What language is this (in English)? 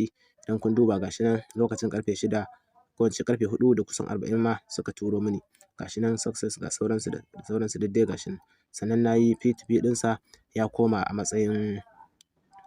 Hausa